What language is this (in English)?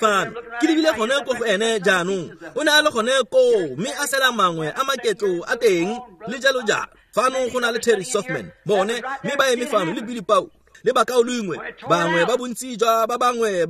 Tswana